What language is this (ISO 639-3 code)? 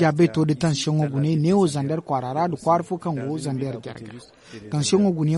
dje